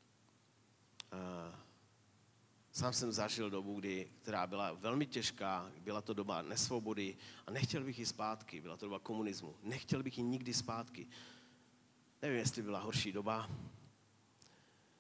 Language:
Czech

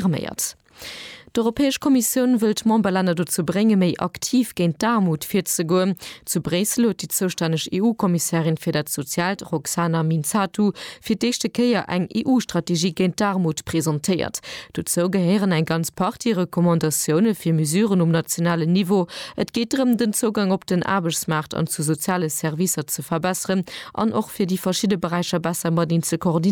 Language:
Luxembourgish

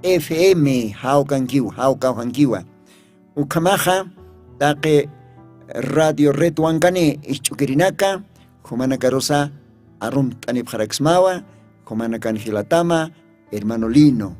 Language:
Aymara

